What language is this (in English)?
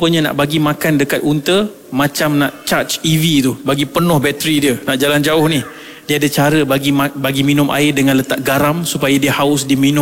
Malay